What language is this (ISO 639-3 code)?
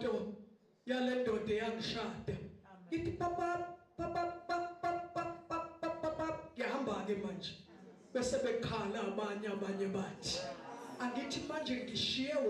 zul